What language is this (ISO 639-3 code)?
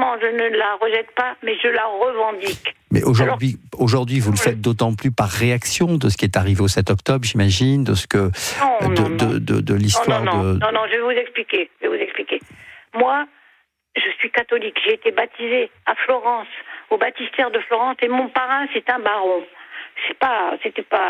fra